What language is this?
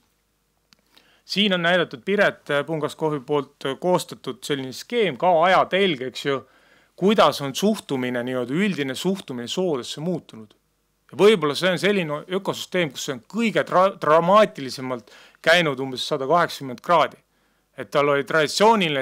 Estonian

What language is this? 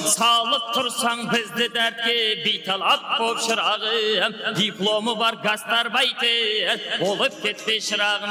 Kara-Kalpak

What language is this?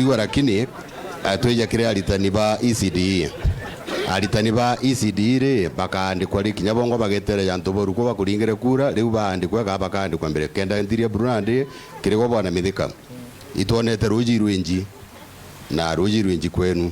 Meru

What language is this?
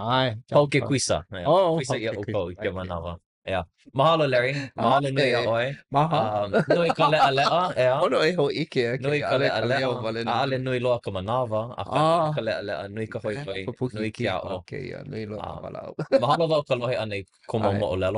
Hawaiian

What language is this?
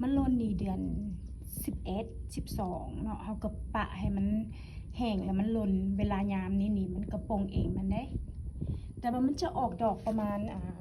Lao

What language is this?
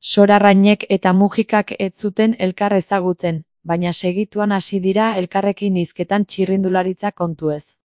Basque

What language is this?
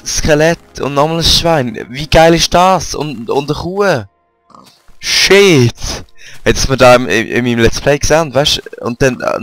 Swiss German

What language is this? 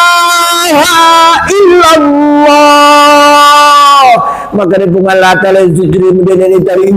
Buginese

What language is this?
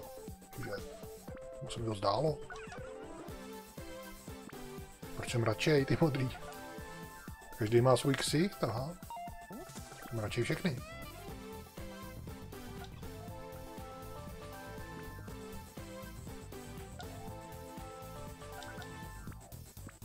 Czech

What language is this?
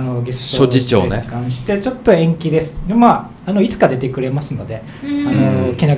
Japanese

